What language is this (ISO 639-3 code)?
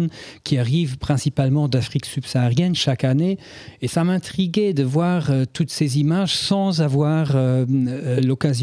fra